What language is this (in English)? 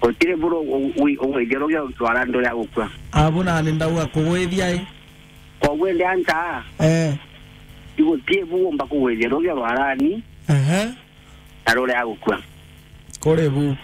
Meru